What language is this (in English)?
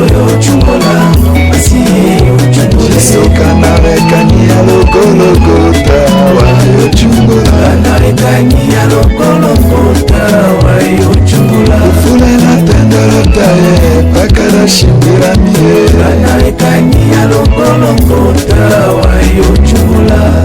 Tetela